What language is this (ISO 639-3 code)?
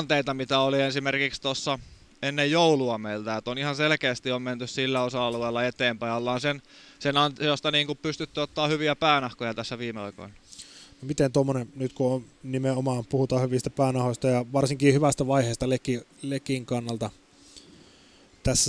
fin